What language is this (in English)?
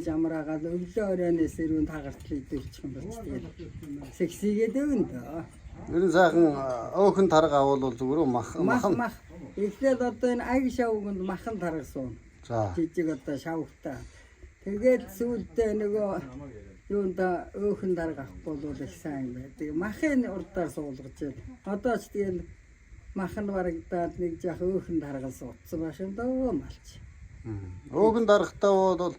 Mongolian